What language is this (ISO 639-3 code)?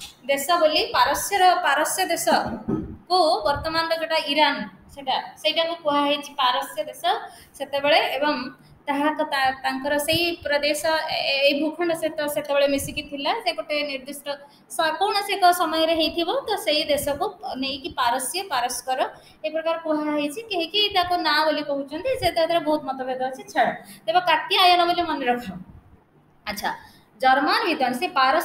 ori